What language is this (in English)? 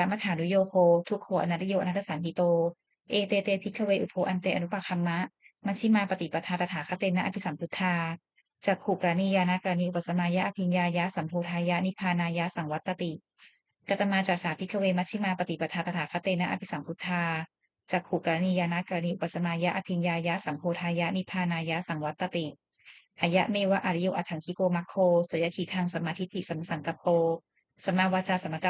Pali